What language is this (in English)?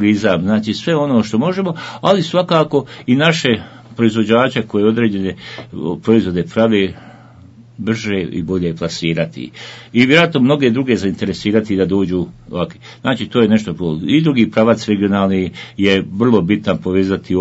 Bosnian